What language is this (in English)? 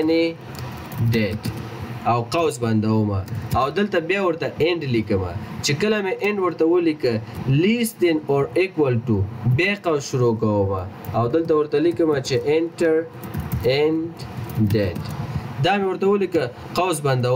Pashto